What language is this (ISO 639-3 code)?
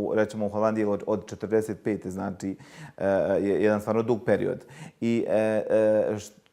bos